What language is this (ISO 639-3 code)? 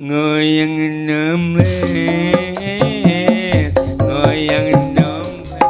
bew